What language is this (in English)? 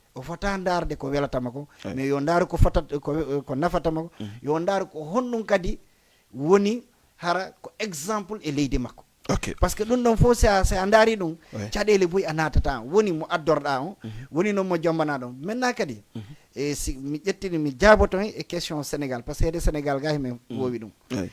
Fula